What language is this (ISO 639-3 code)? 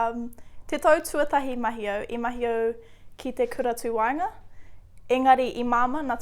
mri